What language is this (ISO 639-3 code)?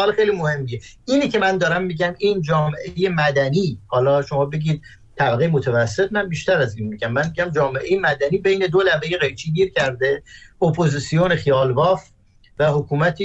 fas